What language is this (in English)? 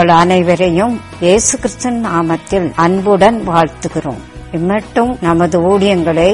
Tamil